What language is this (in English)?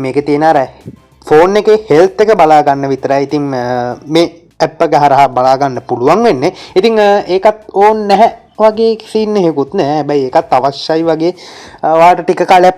Sinhala